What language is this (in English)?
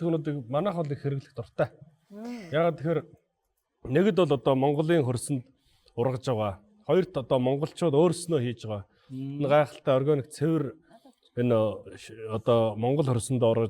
Mongolian